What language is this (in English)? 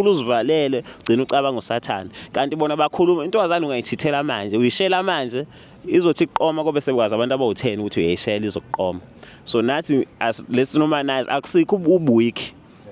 Zulu